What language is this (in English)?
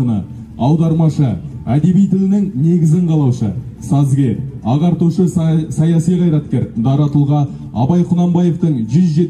Kazakh